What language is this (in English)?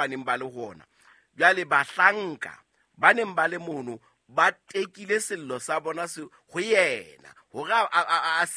Southern Sotho